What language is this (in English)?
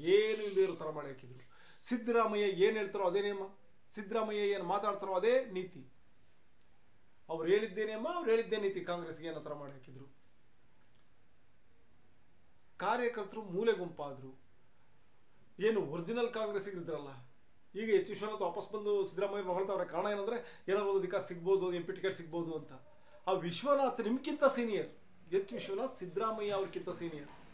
Kannada